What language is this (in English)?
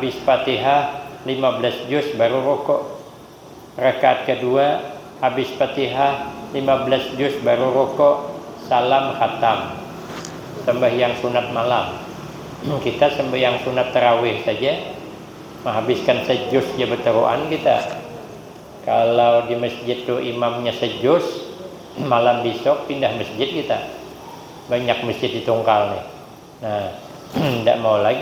Banjar